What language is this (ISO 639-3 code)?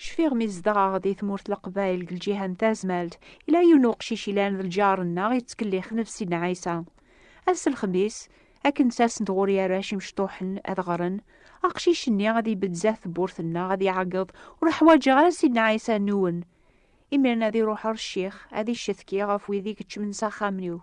kab